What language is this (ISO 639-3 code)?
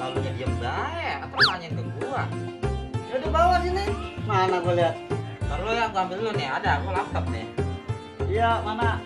bew